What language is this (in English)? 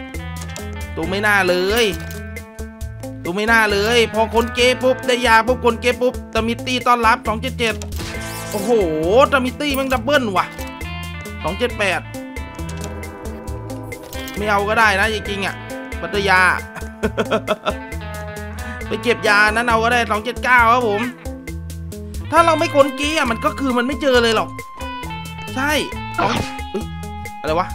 Thai